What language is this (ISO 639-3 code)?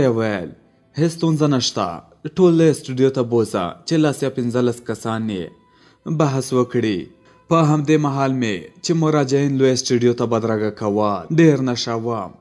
pus